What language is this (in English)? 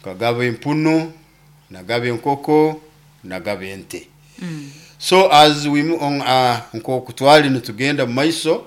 Nyoro